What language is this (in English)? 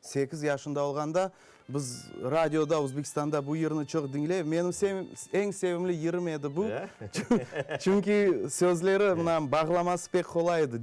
Crimean Tatar